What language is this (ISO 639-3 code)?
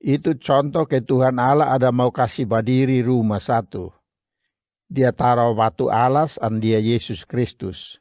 mkn